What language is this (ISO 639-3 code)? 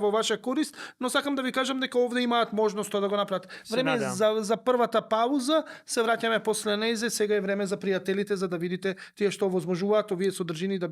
mkd